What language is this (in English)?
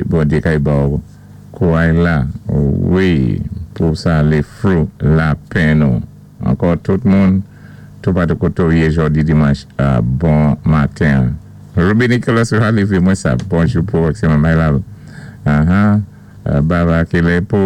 Saint Lucian Creole French